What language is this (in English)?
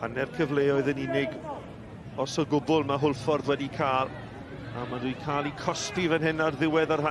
Welsh